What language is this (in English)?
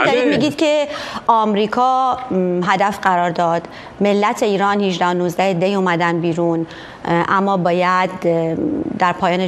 Persian